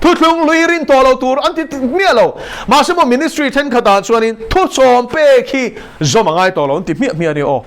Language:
Mizo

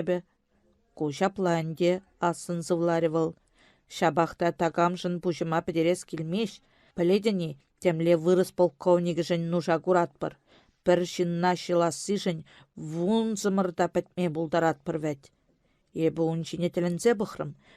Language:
Chuvash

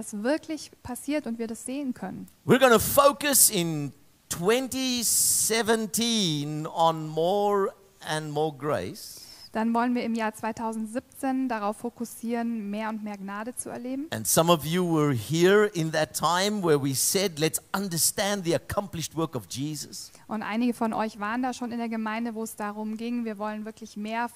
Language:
German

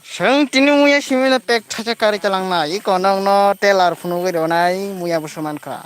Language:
Kok Borok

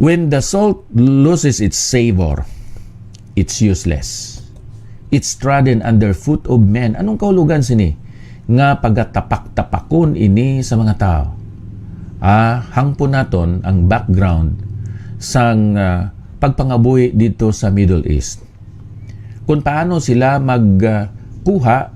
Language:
Hiligaynon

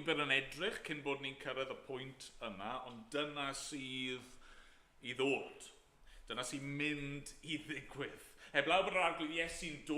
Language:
Welsh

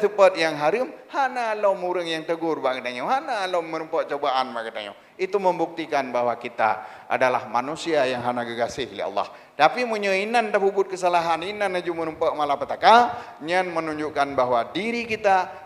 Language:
Achinese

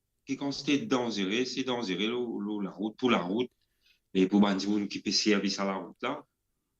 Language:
Morisyen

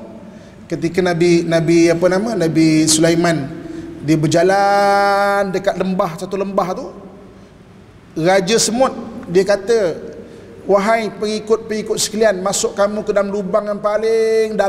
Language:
Malay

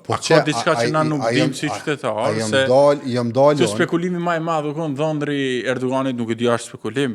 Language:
Albanian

